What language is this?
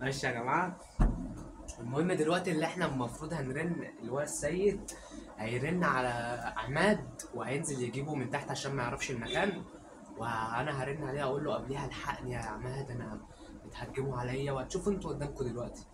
Egyptian Arabic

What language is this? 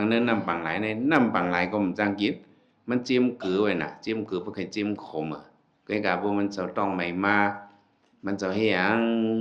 Shan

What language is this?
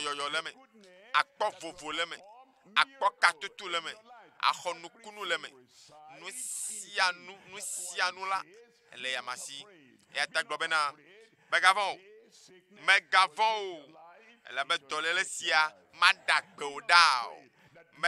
Ewe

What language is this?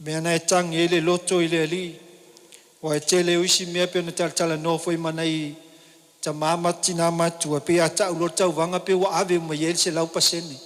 Samoan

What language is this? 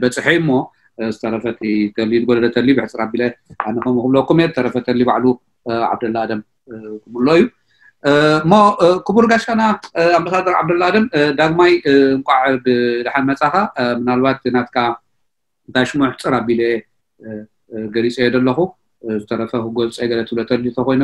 Tigrinya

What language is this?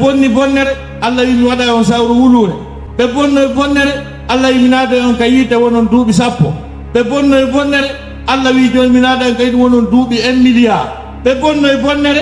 Fula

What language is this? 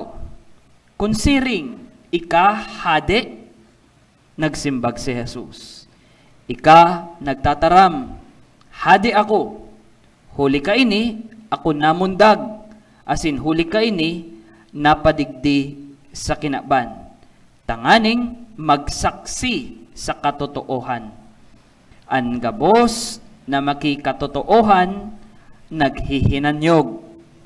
Bikol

